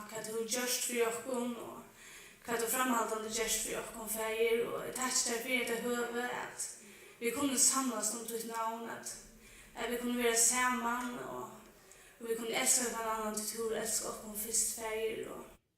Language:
Faroese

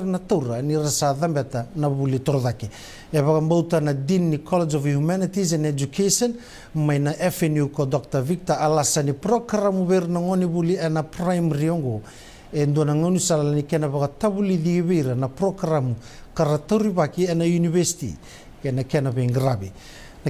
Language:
Fijian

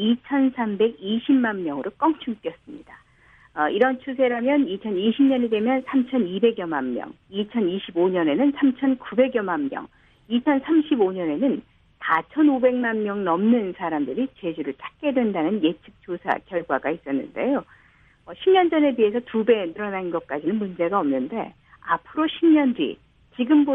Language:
Korean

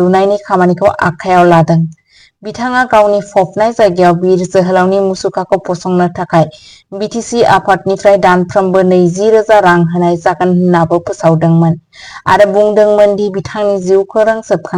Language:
Bodo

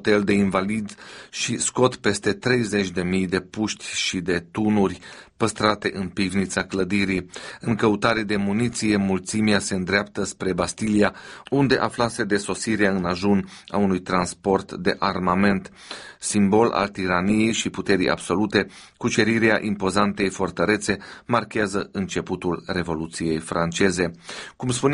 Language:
Romanian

